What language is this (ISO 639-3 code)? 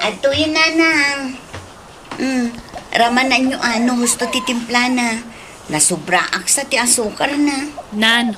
ilo